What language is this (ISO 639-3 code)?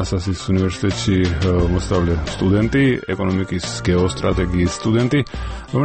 kat